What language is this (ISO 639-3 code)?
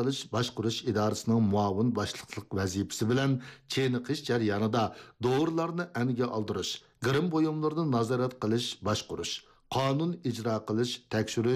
uig